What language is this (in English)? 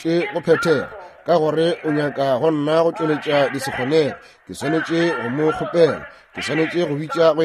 Northern Sotho